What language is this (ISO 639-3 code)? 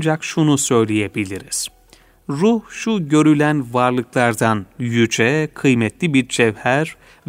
tur